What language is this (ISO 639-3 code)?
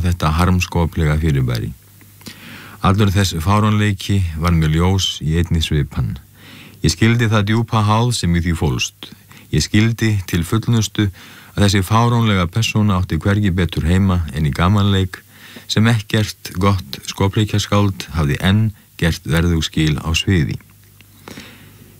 isl